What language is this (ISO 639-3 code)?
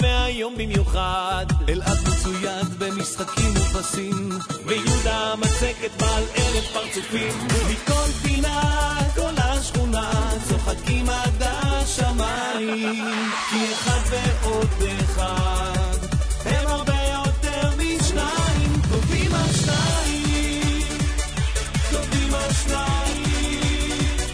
heb